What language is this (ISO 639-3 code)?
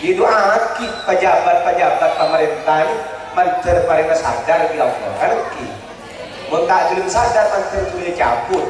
mad